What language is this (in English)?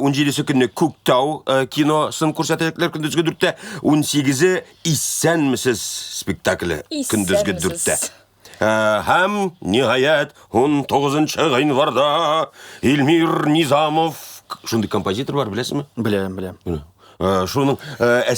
Tatar